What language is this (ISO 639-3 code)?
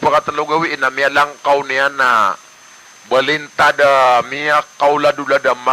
mrw